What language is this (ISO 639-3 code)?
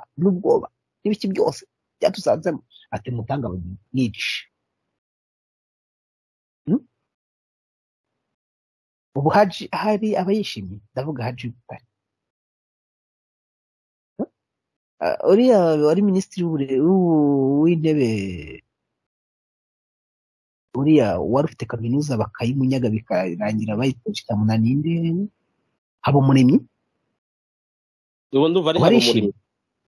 kin